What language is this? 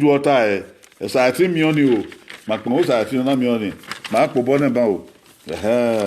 Bini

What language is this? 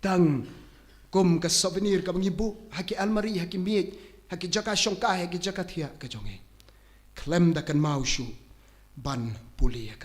Khasi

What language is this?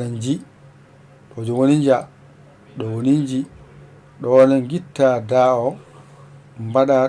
Fula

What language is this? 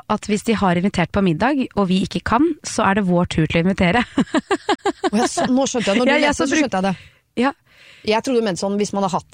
Norwegian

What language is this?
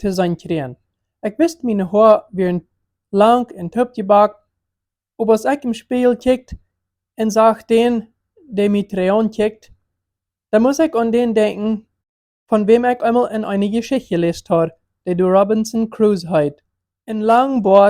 Plautdietsch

